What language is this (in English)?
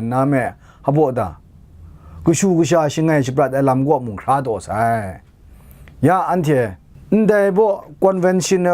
Kachin